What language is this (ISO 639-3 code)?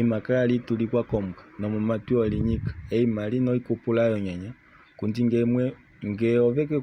kua